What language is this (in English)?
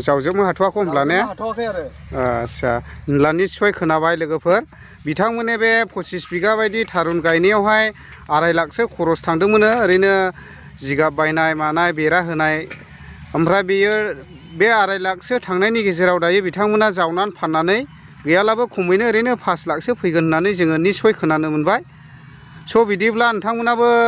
Bodo